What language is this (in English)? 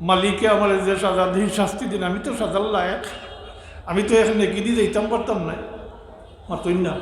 Sylheti